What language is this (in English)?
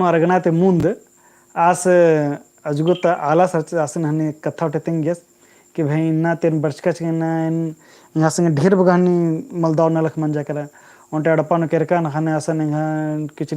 Kurukh